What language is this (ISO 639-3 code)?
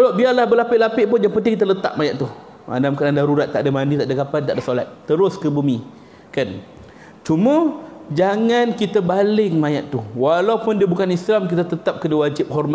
msa